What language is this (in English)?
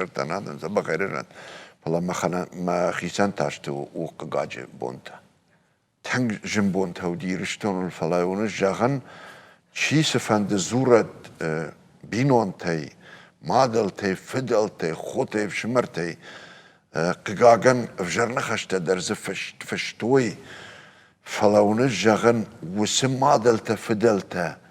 Ossetic